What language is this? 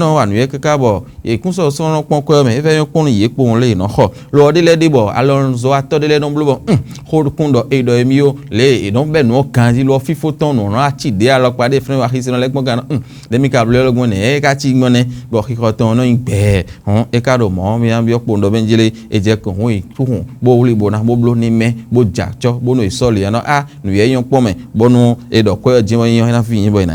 Fon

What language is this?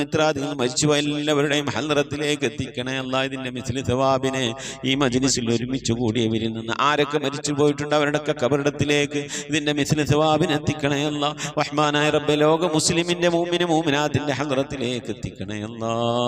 Malayalam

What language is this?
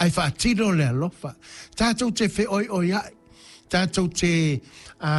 Samoan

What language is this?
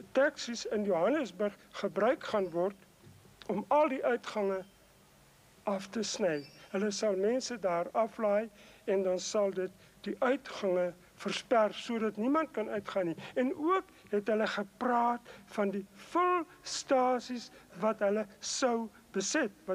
Afrikaans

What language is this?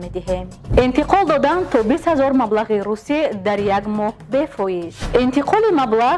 Tajik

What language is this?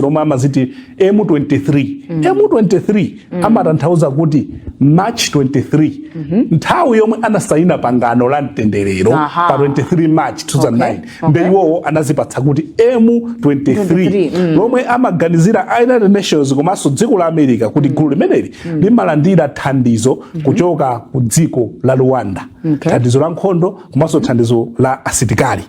Nyanja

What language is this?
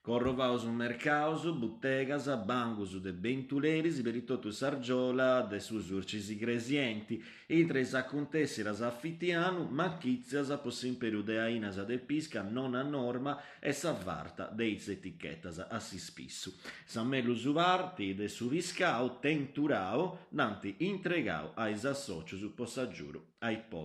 Sardinian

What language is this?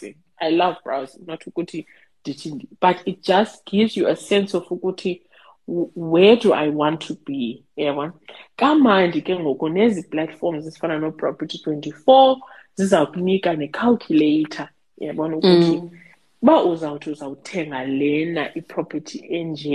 Xhosa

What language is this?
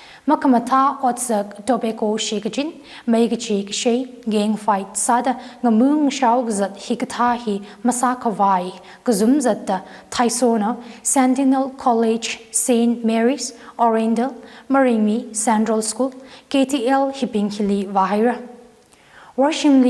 Tangkhul Naga (India)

